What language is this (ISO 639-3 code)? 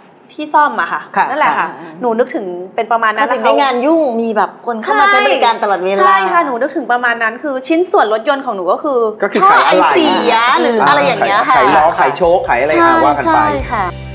tha